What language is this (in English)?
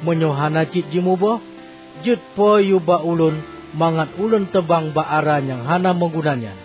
Achinese